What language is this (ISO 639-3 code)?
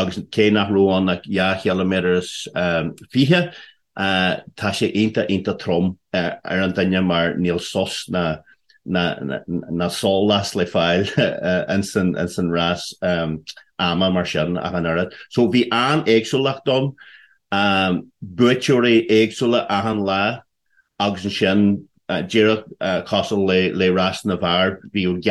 gle